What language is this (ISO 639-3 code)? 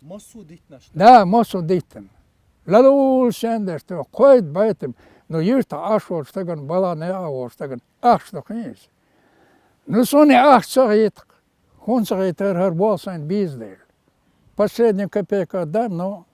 che